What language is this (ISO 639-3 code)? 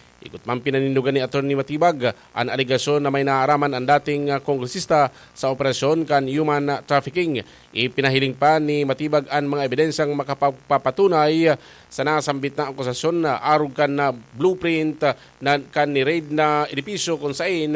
bik